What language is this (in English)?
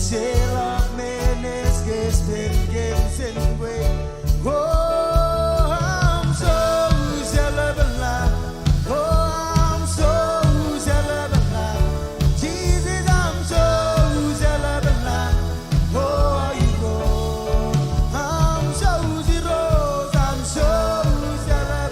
Marshallese